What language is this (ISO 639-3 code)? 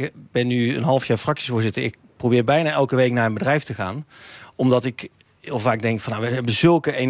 nld